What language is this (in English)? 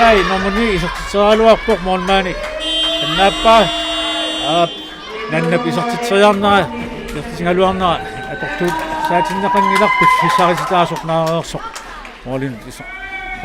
Kalaallisut